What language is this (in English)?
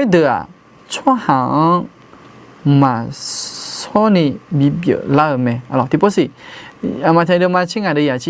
Akha